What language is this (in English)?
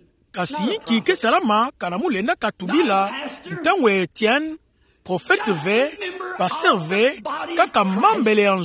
Kituba (Democratic Republic of Congo)